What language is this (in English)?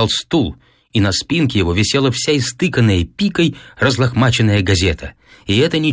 Russian